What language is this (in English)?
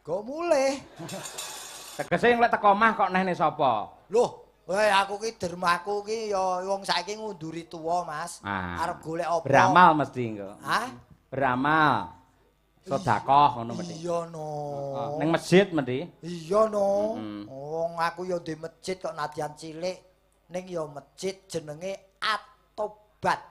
Javanese